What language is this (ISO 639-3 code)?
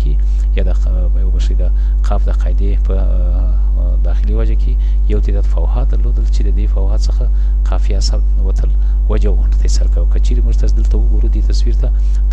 pus